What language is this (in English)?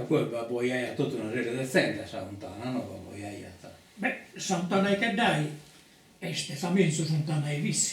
Sardinian